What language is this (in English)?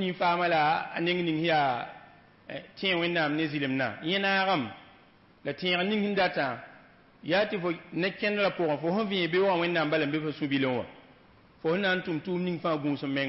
Mossi